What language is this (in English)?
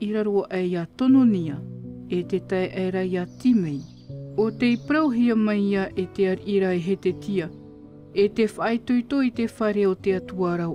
Tahitian